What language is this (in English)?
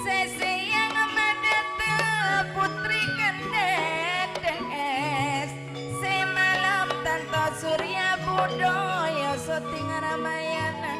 Madurese